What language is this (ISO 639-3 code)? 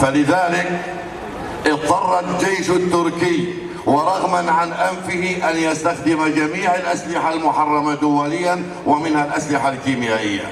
kur